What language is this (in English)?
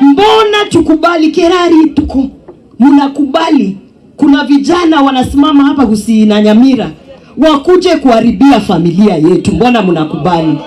Gusii